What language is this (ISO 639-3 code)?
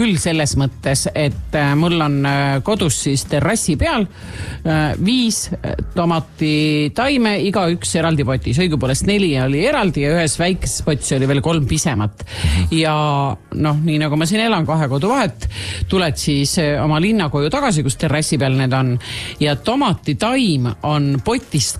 est